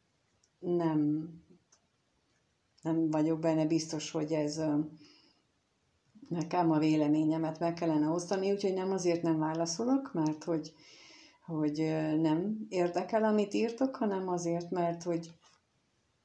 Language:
Hungarian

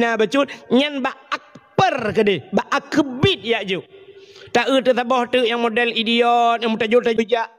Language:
Achinese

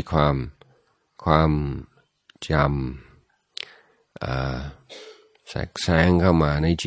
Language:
Thai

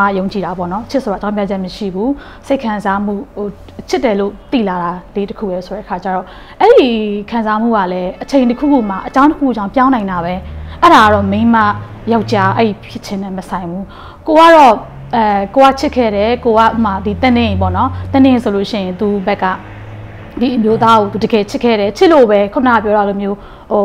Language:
Burmese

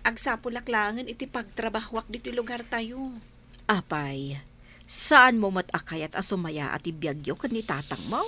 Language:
Iloko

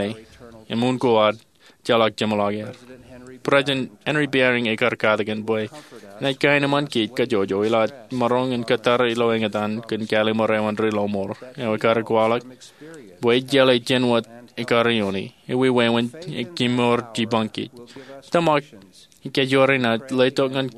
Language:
Marshallese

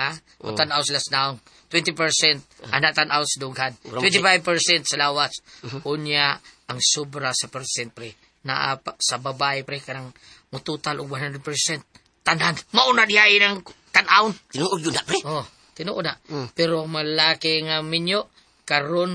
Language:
Cebuano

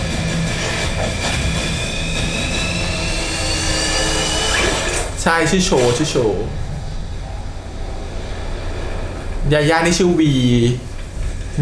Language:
Thai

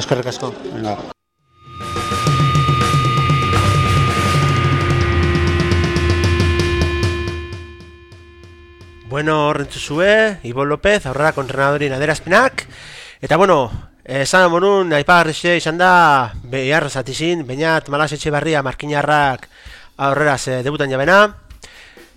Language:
Basque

